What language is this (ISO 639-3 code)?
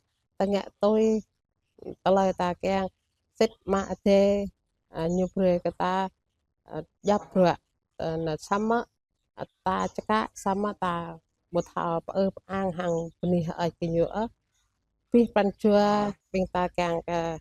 jra